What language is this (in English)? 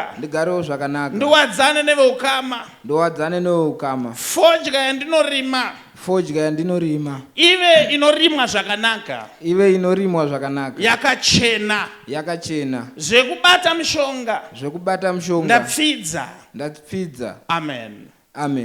Shona